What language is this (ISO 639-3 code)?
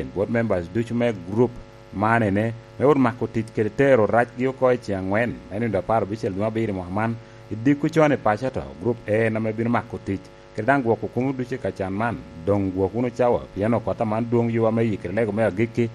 laj